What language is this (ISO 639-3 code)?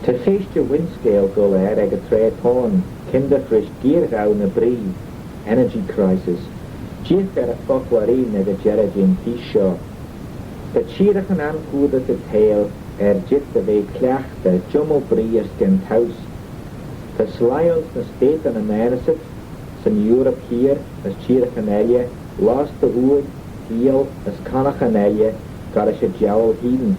glv